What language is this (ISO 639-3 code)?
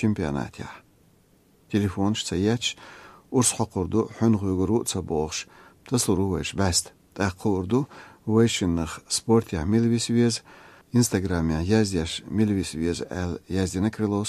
che